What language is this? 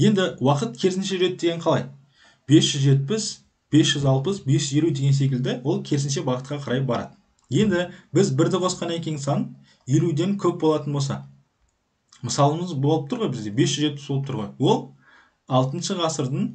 Kazakh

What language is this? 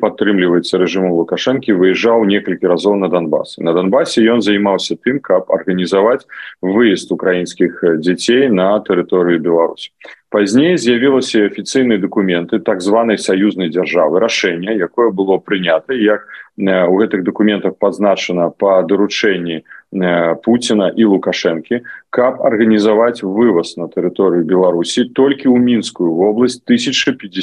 Belarusian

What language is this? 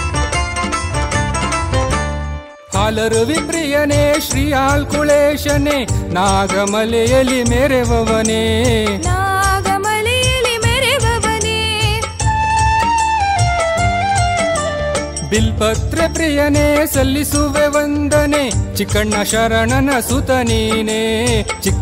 Kannada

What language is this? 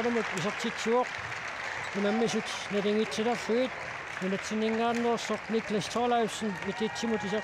Kalaallisut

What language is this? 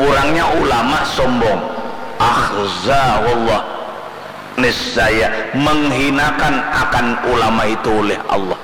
Banjar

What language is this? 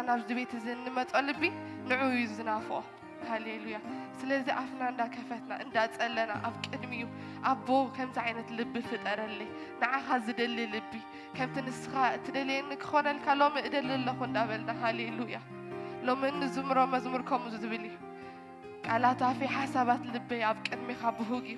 Tigrinya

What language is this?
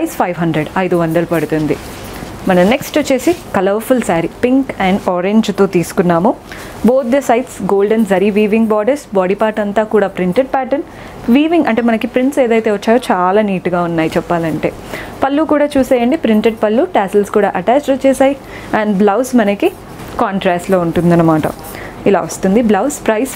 Telugu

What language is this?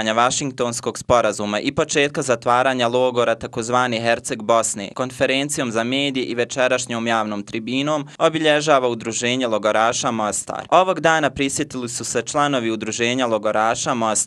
Bosnian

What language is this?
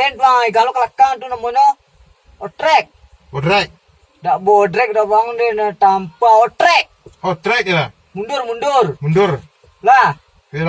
Minangkabau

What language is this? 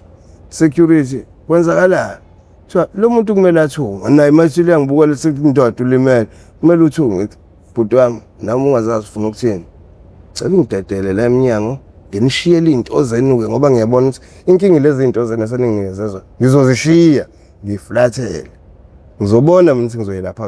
Zulu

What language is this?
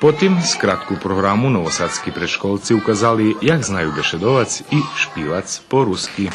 Rusyn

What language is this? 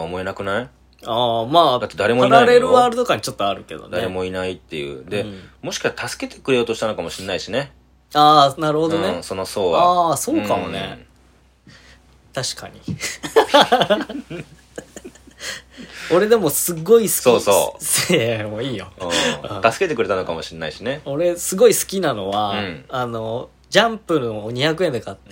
Japanese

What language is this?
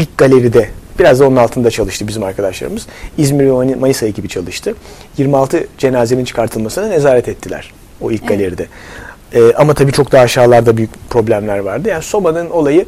Turkish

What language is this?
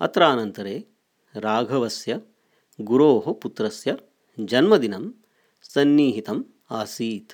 Sanskrit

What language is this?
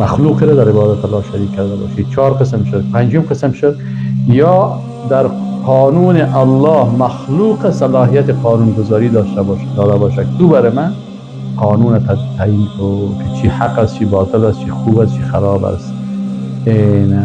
Persian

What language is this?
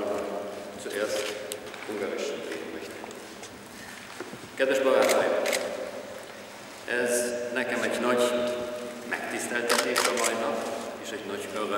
Hungarian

